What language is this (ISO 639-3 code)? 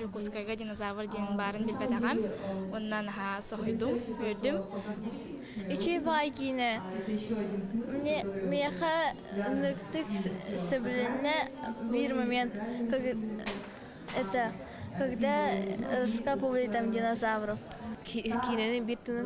sah